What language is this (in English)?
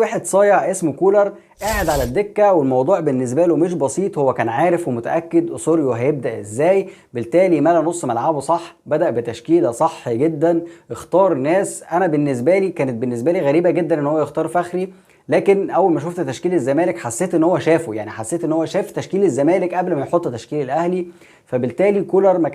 Egyptian Arabic